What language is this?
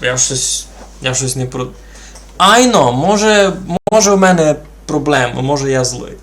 Rusyn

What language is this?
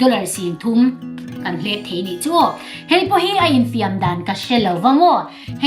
Mizo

